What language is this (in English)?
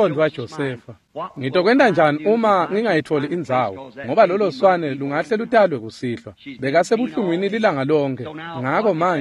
Swati